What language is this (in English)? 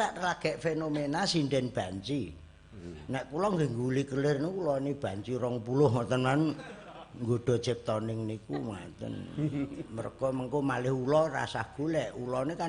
Javanese